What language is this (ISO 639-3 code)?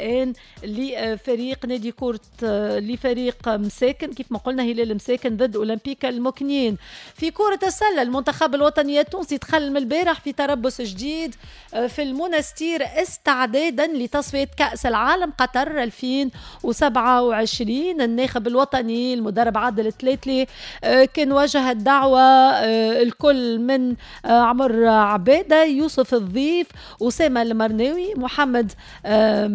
aeb